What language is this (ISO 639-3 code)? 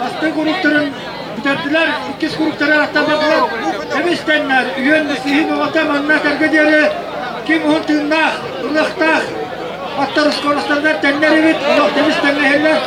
sah